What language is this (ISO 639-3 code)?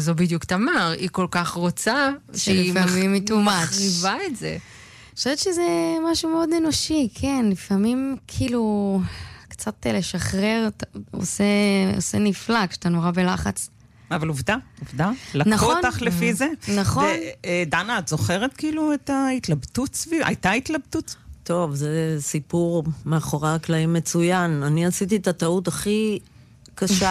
heb